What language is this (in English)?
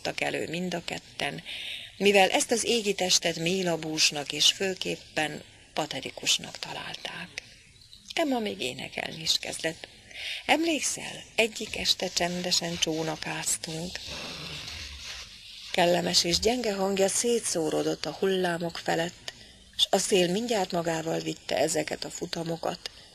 Hungarian